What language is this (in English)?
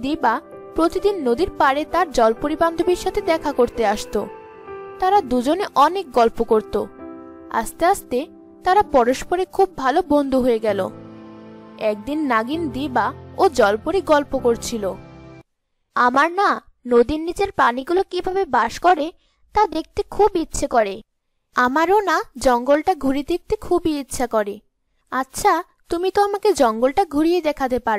Bangla